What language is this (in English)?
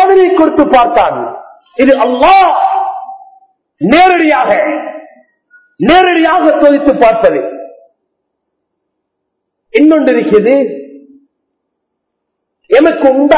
Tamil